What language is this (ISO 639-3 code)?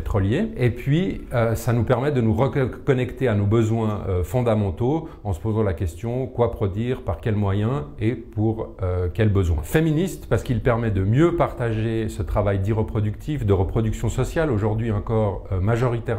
fra